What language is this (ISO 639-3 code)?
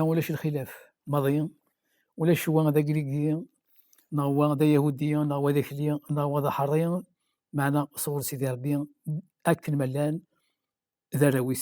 kab